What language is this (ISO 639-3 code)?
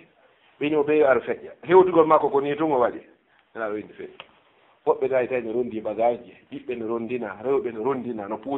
ful